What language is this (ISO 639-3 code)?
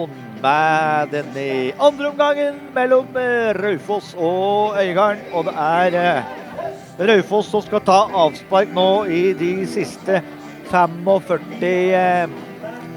nor